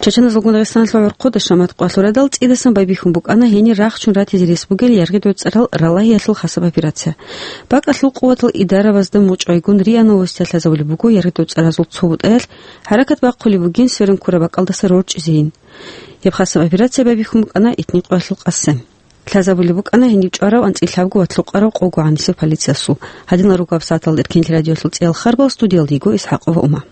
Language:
Avaric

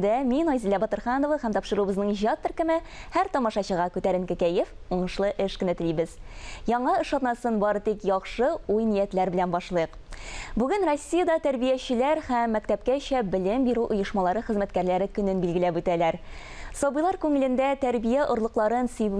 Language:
Tatar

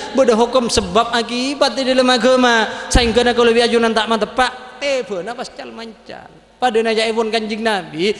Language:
Madurese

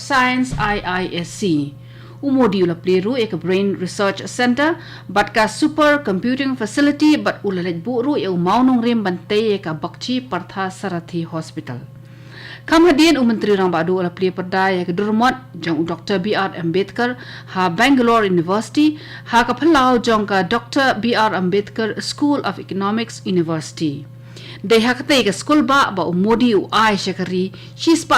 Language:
Khasi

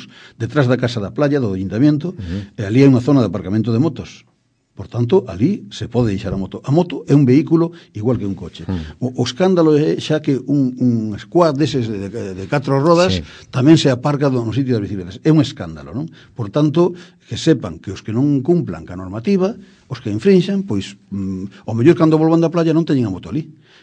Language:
Galician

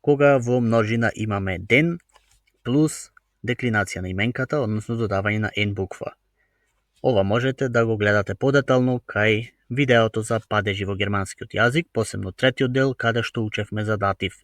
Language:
Macedonian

